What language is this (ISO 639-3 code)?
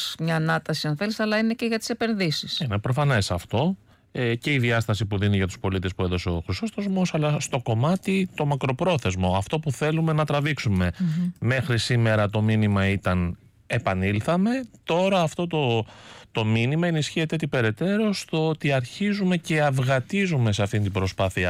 ell